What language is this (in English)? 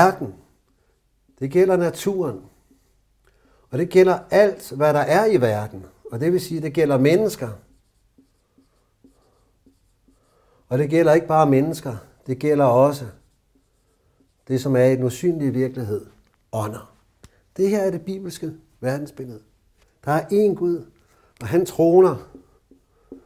Danish